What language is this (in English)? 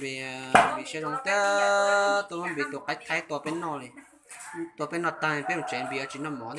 Hmong